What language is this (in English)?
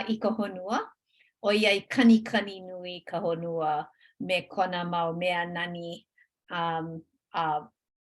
Hawaiian